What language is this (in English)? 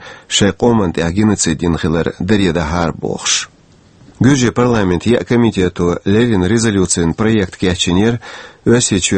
Chechen